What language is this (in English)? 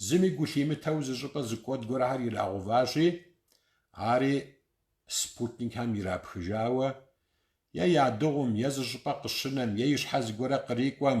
Kabardian